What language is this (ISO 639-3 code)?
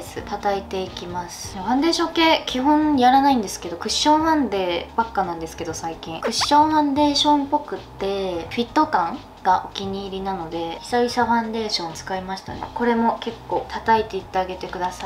jpn